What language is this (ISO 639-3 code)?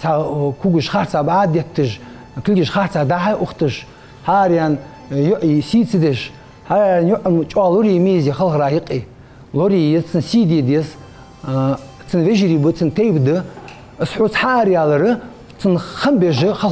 inh